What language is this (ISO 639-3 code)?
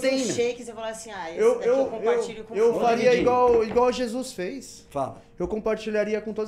por